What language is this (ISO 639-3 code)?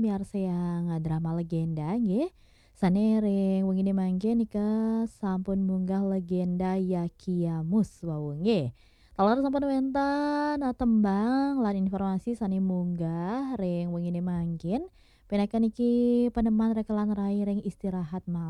ban